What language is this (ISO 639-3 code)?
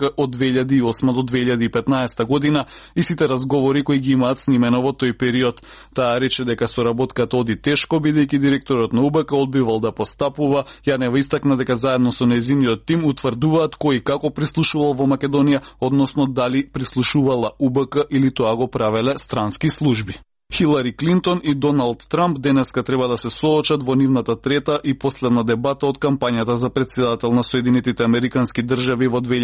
mkd